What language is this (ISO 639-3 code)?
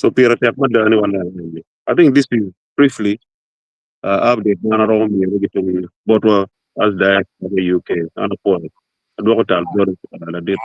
ach